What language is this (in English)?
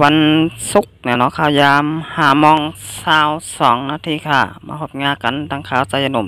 Shan